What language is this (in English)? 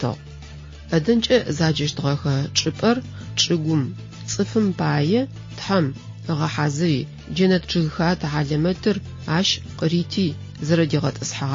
Adyghe